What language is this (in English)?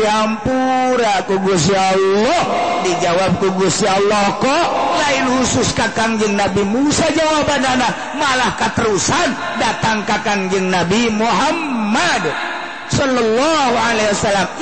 Sundanese